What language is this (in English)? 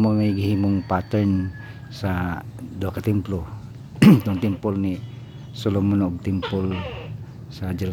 Cebuano